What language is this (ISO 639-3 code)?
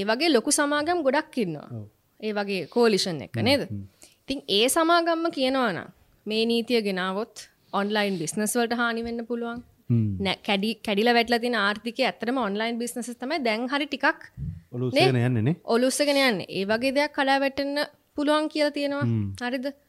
sin